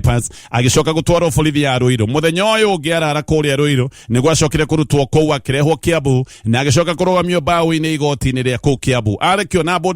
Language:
Kikuyu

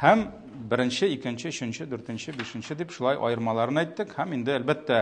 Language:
Tatar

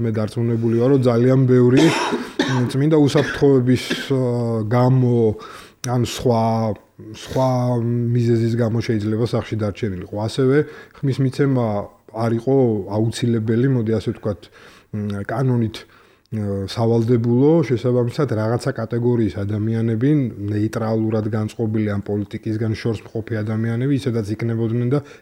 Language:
Georgian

